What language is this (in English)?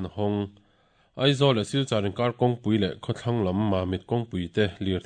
Mizo